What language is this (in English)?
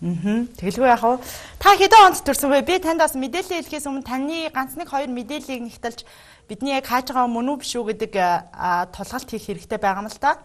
Mongolian